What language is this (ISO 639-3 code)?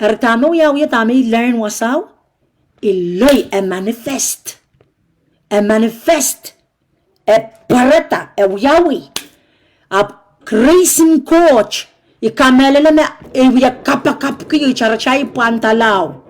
pon